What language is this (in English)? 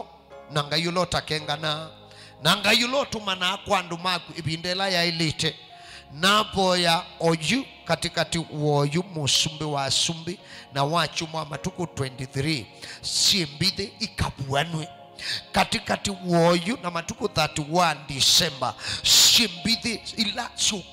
Kamba